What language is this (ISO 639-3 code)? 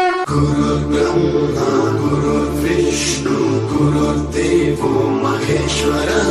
hne